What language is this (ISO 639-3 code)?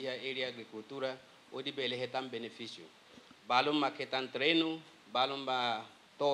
tet